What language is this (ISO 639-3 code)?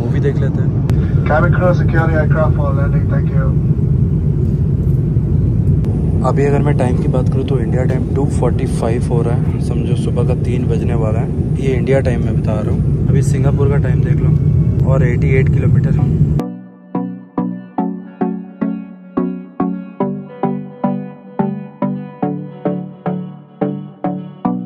hin